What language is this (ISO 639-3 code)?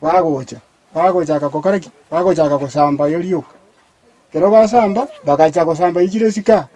guz